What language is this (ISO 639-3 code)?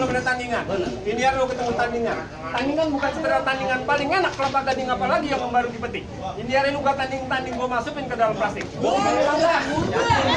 bew